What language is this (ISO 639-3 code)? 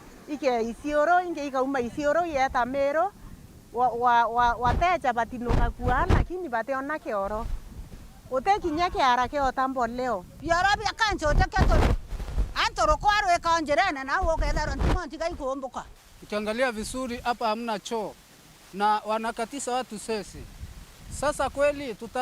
mer